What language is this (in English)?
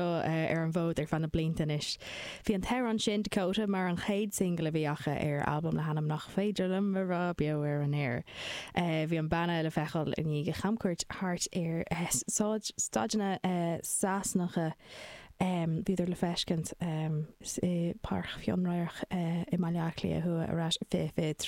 Irish